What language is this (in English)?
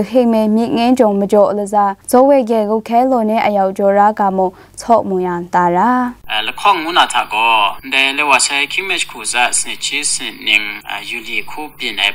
Kachin